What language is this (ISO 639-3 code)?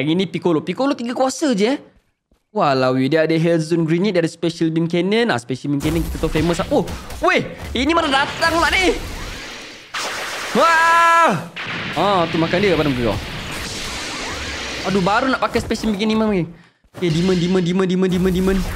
msa